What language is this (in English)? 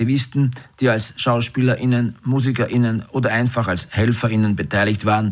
German